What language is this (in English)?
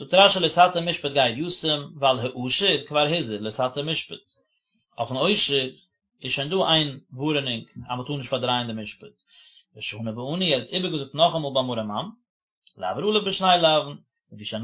Yiddish